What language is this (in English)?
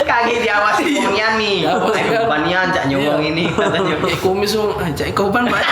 Musi